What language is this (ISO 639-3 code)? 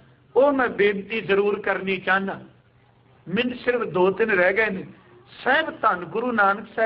pan